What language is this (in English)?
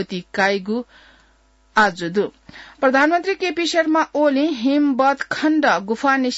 Newari